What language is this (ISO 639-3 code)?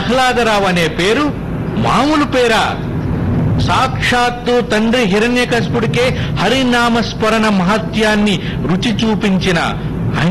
tel